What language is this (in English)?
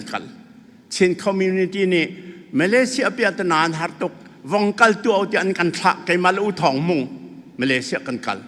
Falam Chin